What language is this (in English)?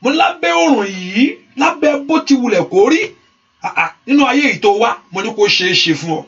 Yoruba